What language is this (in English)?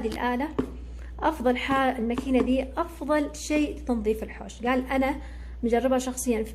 Hijazi Arabic